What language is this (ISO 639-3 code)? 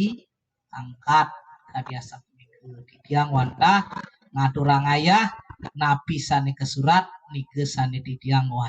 ban